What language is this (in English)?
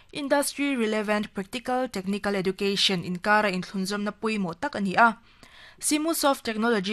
Mizo